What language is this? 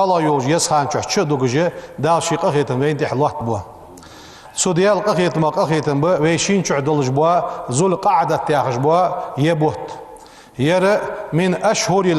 Ingush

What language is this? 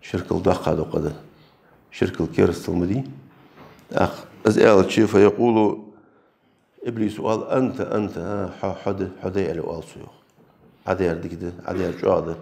Ingush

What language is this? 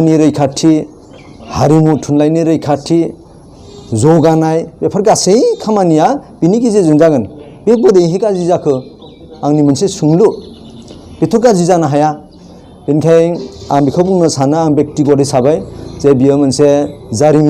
Bodo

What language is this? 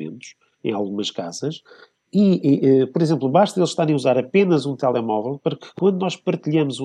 Portuguese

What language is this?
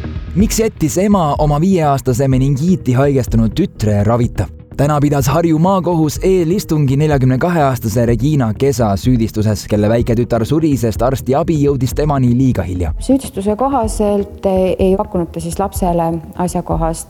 Estonian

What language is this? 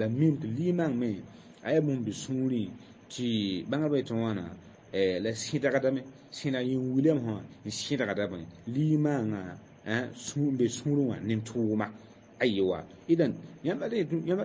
Mossi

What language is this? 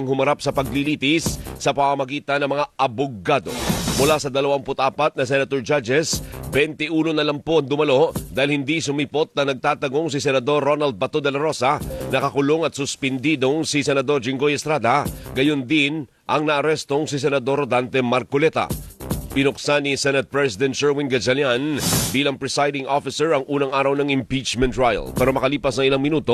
Filipino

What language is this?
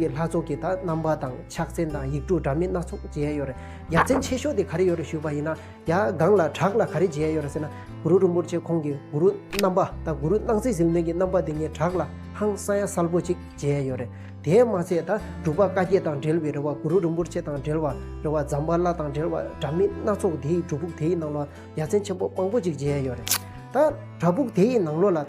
Tibetan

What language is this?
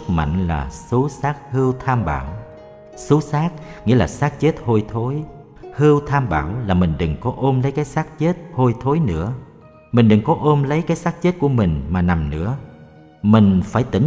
Vietnamese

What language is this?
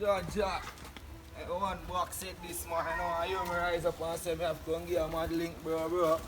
Jamaican Creole English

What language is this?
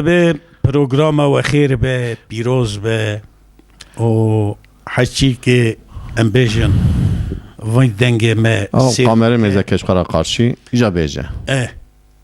Kurdish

